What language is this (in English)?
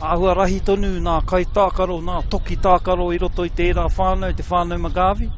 Māori